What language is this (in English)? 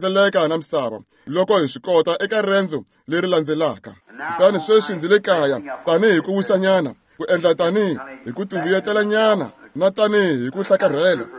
Tsonga